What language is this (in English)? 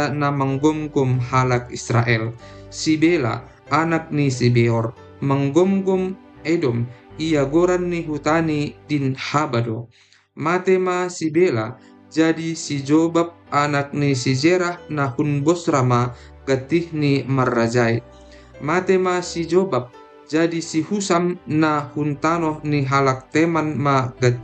Batak Simalungun